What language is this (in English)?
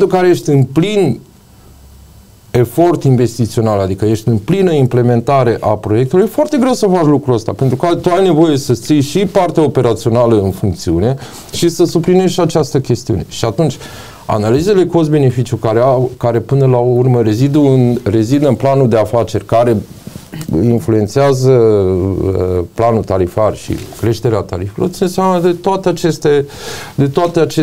Romanian